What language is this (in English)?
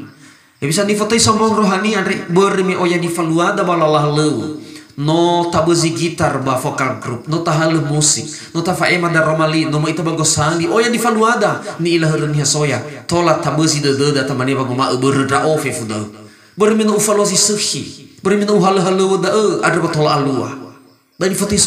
Nias